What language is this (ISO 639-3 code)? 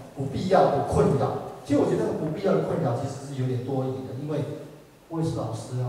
zho